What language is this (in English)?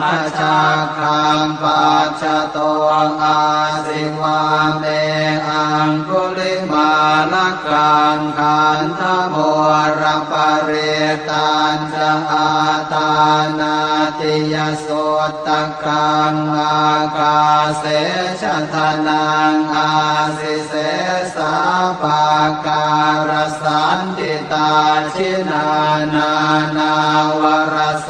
Pali